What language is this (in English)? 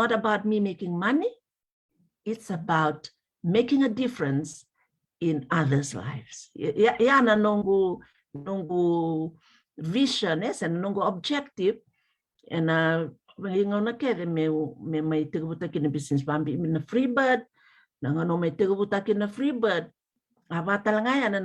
Fijian